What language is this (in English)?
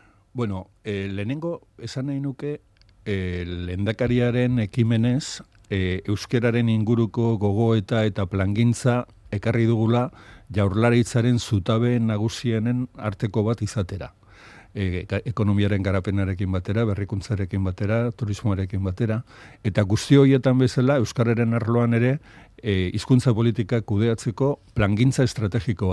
Basque